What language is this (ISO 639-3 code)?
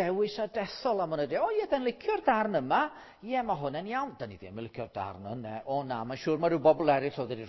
cym